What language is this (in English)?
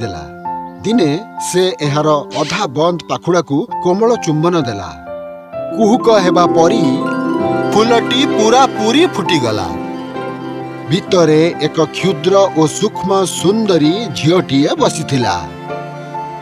Odia